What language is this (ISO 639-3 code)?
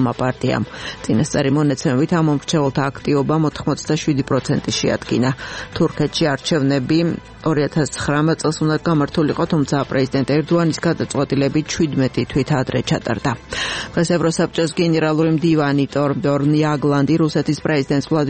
kat